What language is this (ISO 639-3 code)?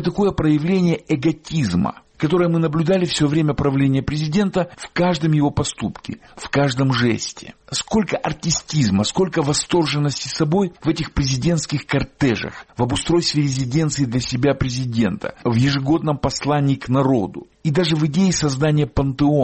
rus